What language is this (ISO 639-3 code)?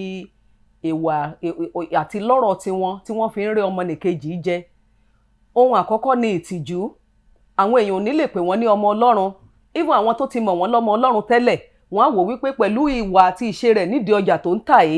yor